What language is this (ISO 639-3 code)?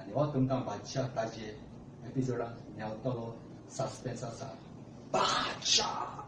kok